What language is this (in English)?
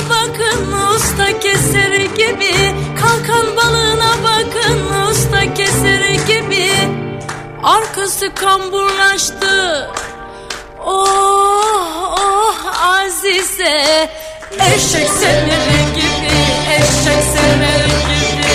Turkish